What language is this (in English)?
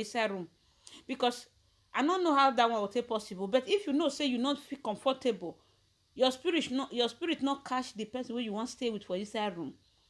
Nigerian Pidgin